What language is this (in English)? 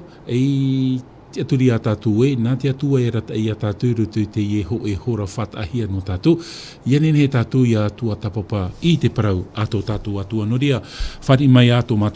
Tahitian